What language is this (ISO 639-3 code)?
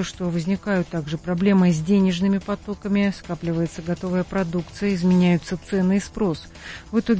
rus